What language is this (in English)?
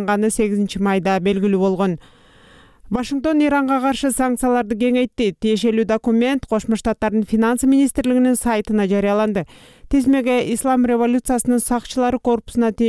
Kyrgyz